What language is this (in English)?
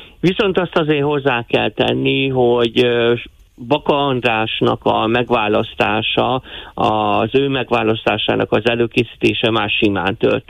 Hungarian